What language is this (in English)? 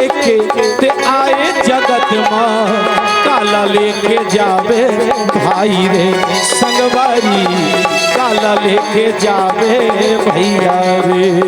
Chhattisgarhi